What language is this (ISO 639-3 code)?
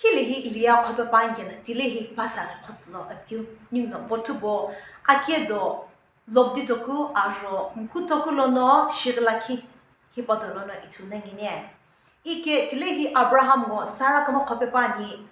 nsm